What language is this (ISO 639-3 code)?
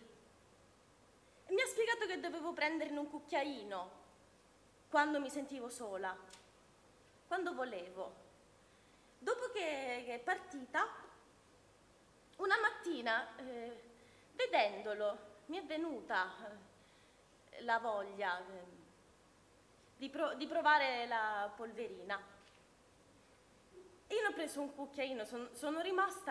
ita